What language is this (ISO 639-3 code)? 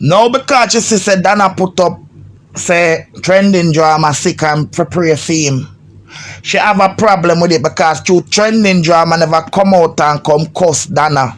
jam